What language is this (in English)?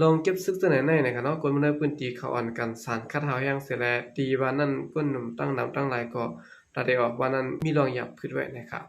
Shan